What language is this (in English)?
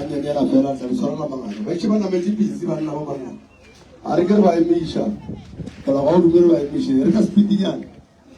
Northern Sotho